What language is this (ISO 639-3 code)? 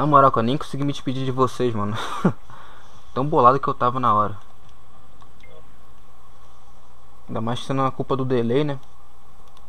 por